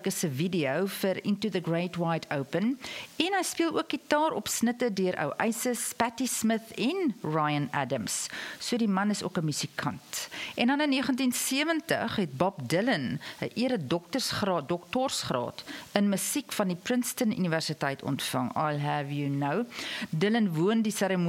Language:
Afrikaans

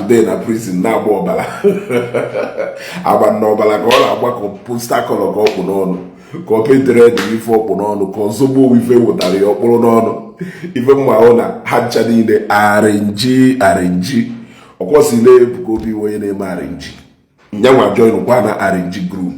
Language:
Igbo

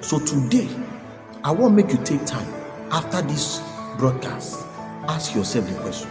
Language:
Nigerian Pidgin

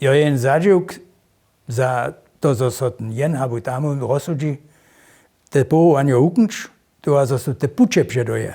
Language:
Upper Sorbian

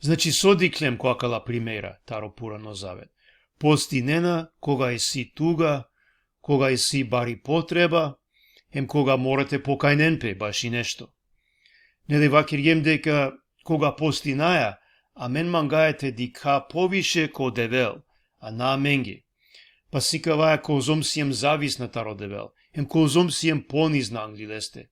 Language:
Balkan Romani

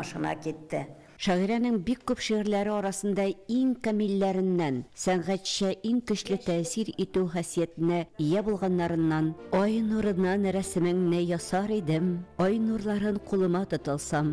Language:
Tatar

